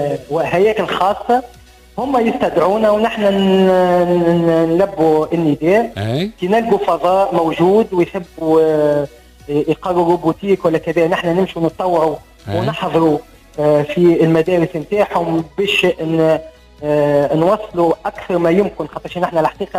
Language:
Tunisian Arabic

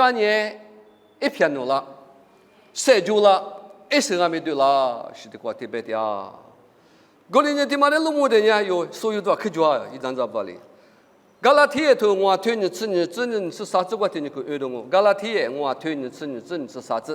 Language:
Lisu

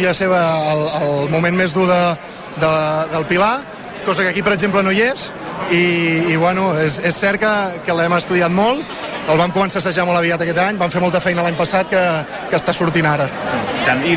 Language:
Catalan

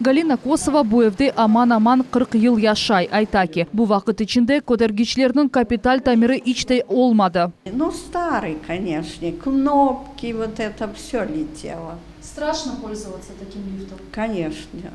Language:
Crimean Tatar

